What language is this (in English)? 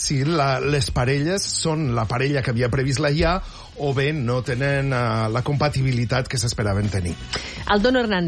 Catalan